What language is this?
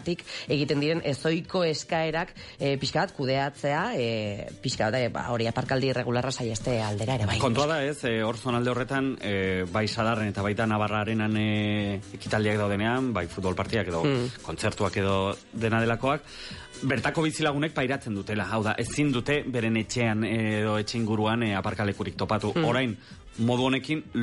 Basque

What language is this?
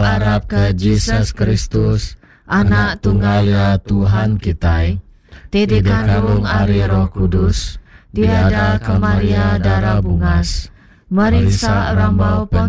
Iban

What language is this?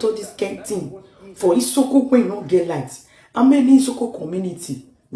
Nigerian Pidgin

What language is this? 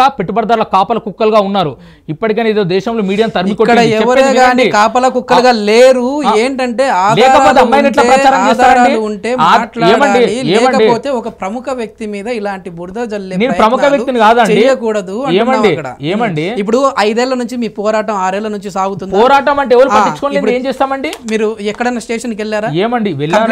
Telugu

